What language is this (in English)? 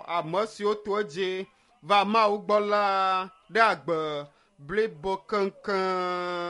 Ewe